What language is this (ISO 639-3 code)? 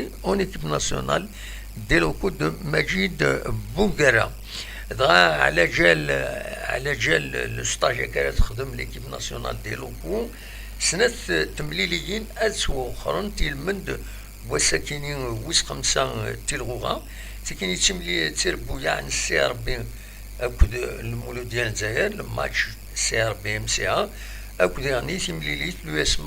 kab